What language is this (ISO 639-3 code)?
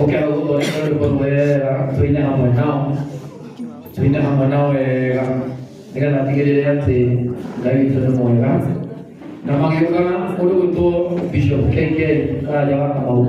kik